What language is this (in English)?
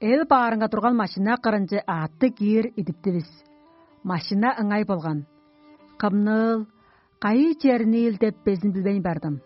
Tuvinian